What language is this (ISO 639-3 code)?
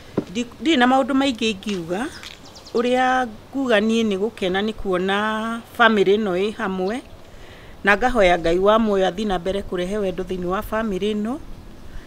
kik